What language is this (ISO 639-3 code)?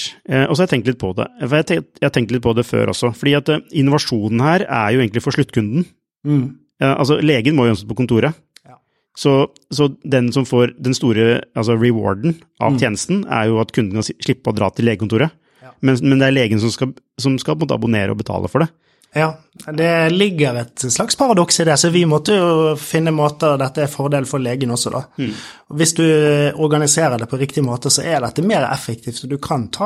nor